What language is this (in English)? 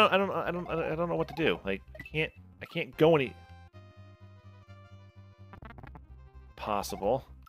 English